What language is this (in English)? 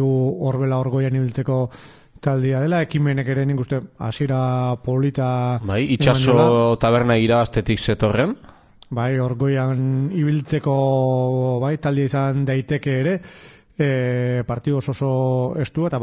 Basque